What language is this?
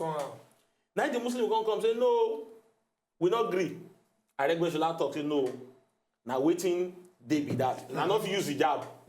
Nigerian Pidgin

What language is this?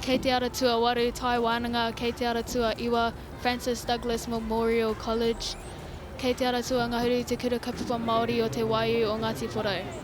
Māori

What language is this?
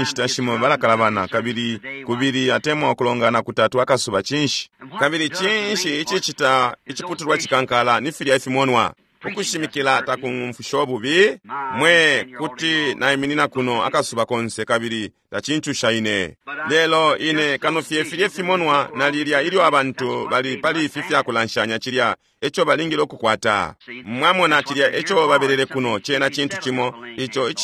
Bemba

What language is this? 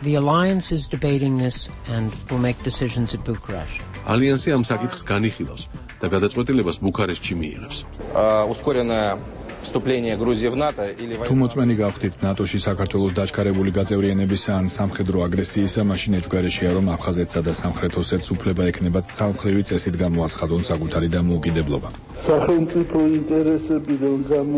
Georgian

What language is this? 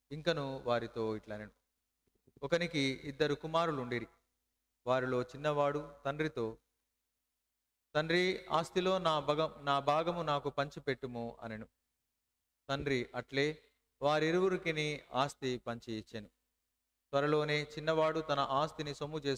Telugu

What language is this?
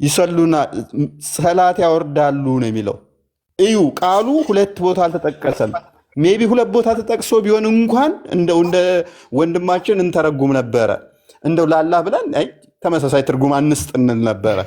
Amharic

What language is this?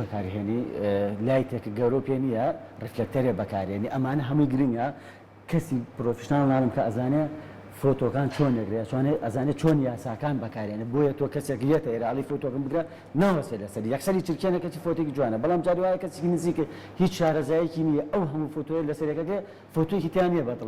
Central Kurdish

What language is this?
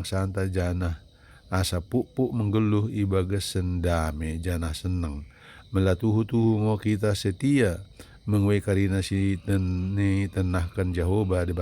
Batak Dairi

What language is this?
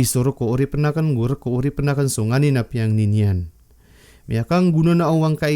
Maranao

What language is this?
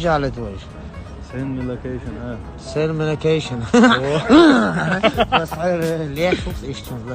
Chechen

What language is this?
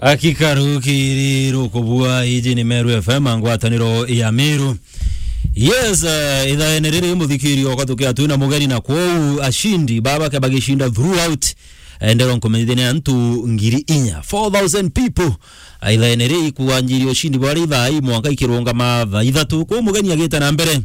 Meru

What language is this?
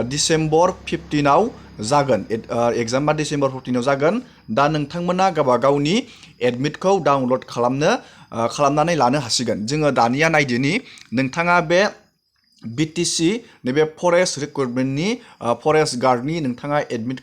Bodo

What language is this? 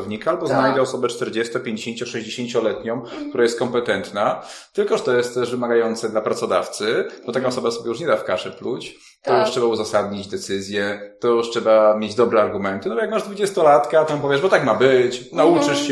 Polish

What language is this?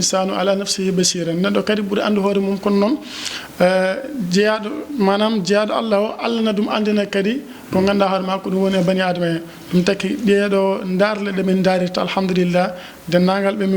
Fula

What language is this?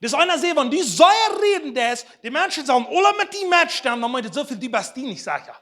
Plautdietsch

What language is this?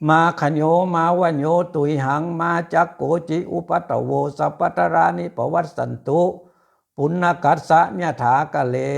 Pali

